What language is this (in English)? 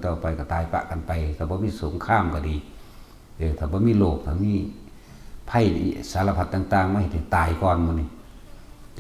Northeastern Thai